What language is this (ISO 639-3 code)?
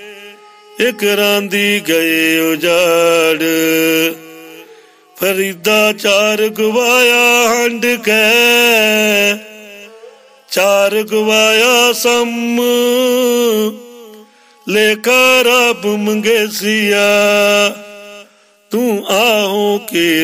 pan